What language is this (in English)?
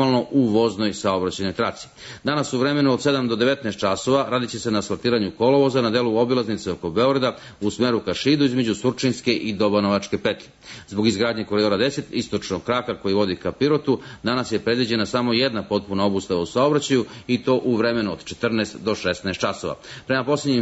Serbian